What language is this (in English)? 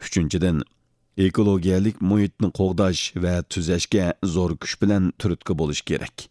Uyghur